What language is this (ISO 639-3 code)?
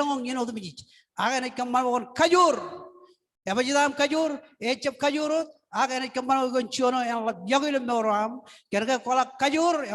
mah